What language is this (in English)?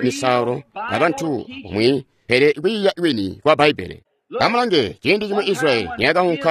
Tonga (Zambia)